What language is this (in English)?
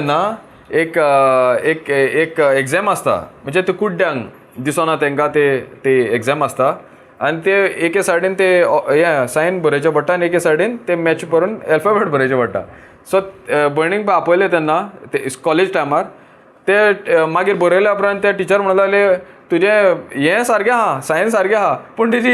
Konkani